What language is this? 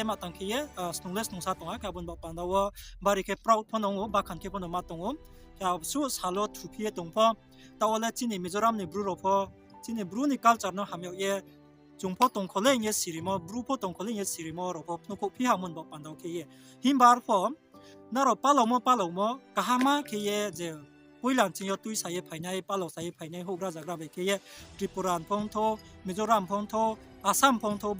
Riang (India)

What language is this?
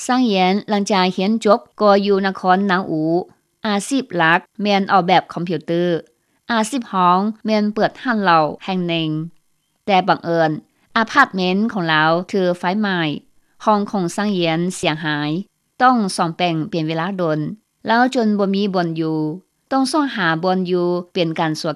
Lao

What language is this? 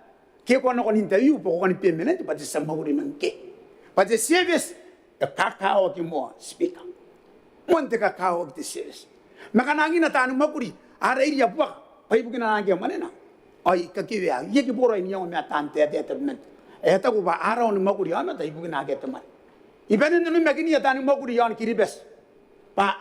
Gilbertese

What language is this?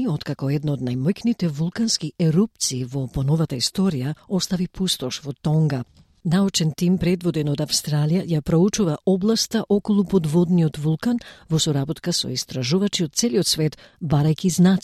Macedonian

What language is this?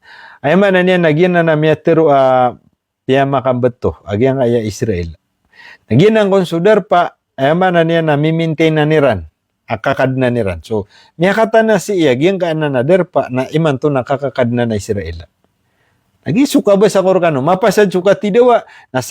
Maranao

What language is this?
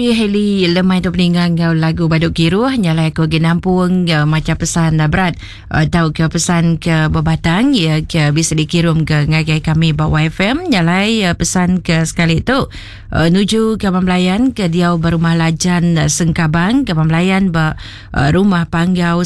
Iban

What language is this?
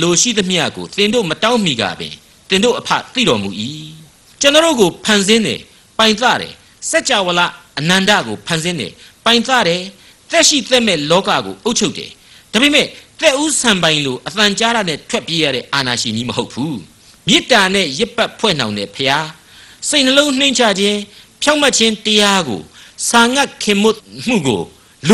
Burmese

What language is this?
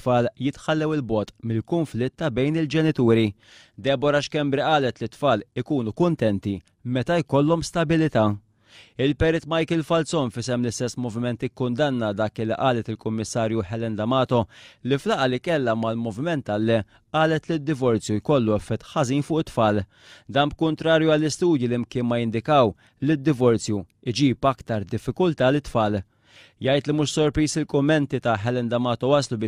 Maltese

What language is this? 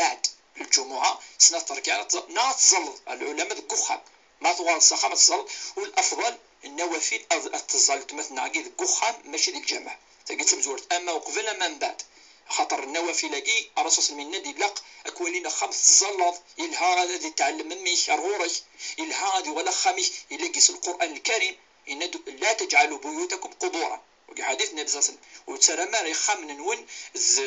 Kabyle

